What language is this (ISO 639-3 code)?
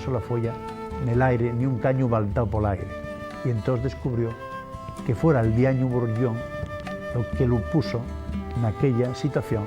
ast